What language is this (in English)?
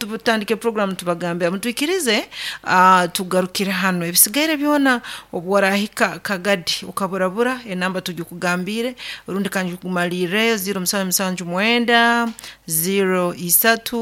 Nyoro